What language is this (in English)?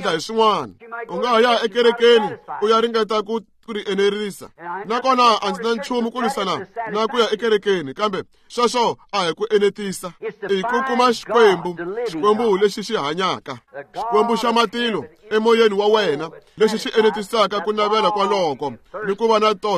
Tsonga